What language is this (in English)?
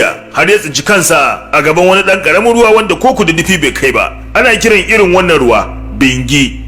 Hausa